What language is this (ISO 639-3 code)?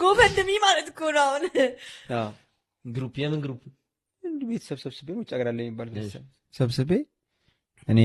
amh